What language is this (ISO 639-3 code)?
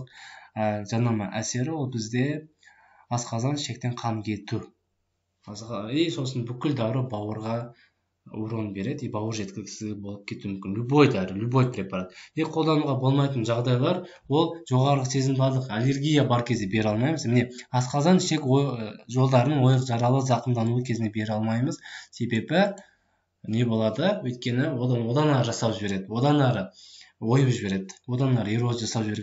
kaz